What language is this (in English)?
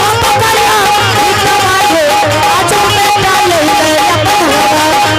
Angika